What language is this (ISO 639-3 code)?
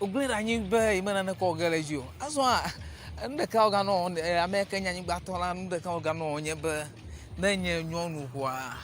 ewe